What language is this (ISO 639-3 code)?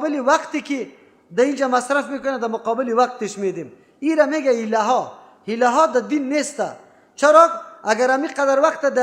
fas